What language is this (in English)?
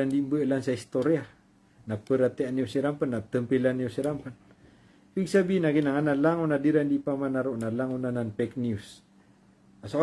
Maranao